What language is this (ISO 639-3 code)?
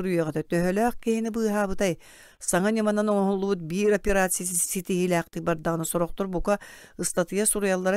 sah